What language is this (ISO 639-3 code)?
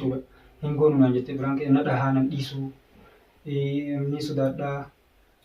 orm